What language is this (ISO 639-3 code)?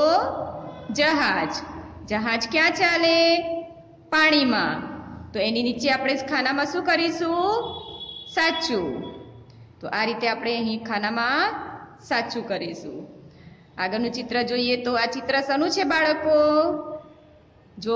guj